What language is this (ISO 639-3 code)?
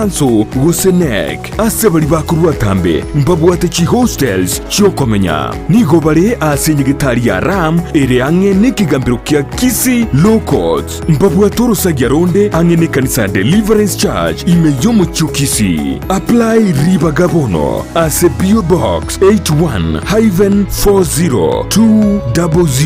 guz